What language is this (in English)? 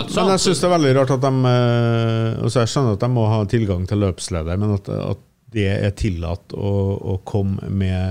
Norwegian